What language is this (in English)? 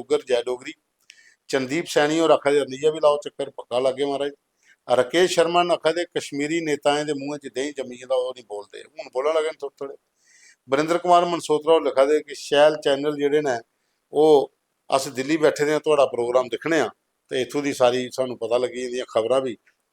Dogri